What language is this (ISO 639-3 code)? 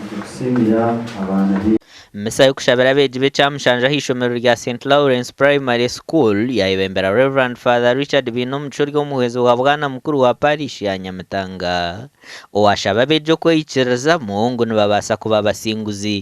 nyn